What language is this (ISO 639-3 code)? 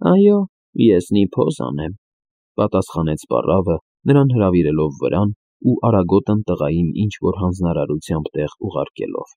hye